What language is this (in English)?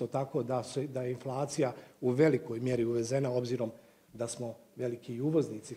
Bosnian